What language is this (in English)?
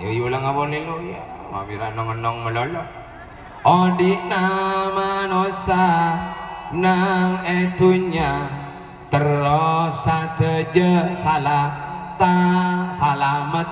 Madurese